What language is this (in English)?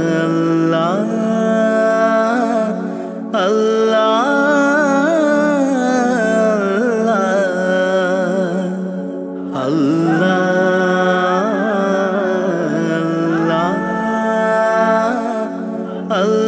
Malayalam